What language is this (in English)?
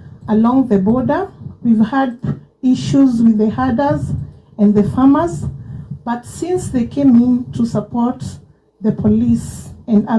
Kamba